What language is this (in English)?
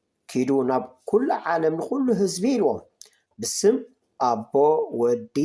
Tigrinya